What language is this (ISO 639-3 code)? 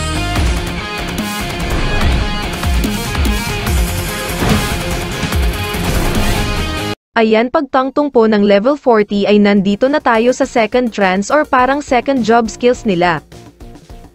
fil